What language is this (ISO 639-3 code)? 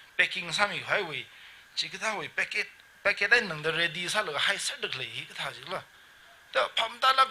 nmf